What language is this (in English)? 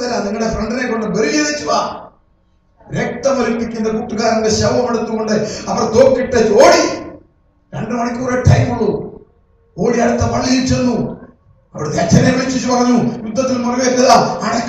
Malayalam